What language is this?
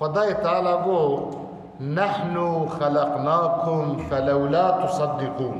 Kurdish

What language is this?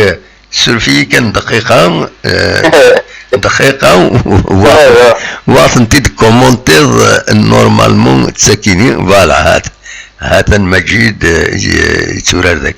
Kabyle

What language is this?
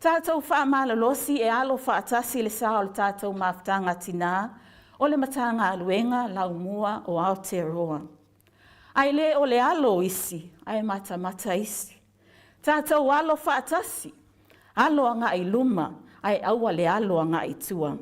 Samoan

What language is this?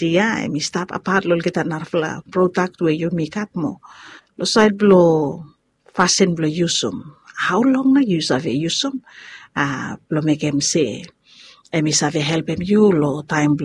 Bislama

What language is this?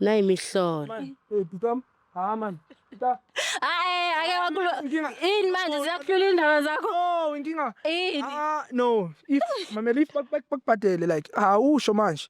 Zulu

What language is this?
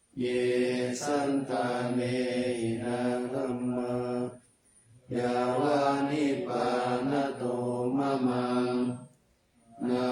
Pali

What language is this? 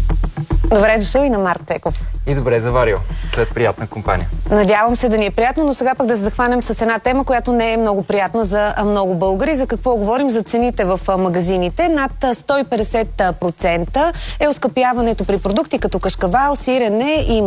Bulgarian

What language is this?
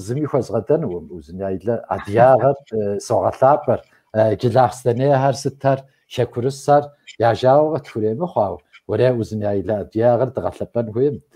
Kabardian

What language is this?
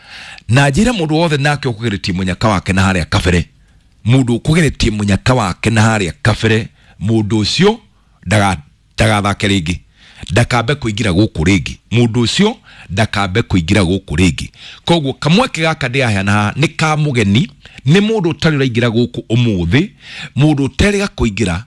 Kikuyu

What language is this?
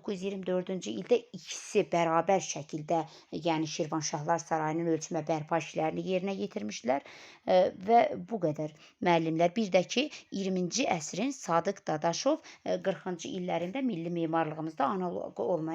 Azerbaijani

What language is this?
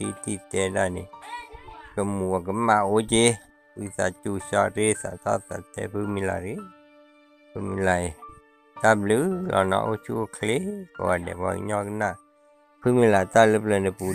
S'gaw Karen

